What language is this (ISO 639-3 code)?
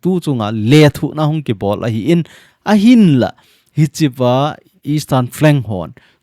tcz